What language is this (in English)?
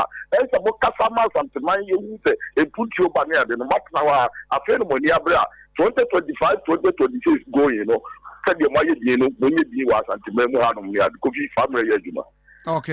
Akan